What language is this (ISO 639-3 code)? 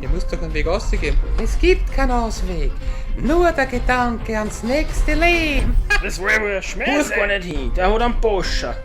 bar